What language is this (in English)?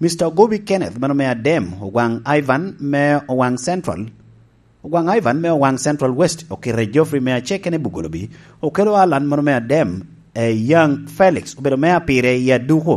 Lango (Uganda)